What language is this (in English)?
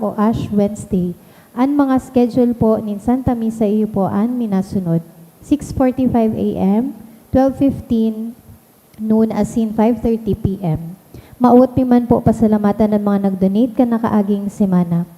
Bikol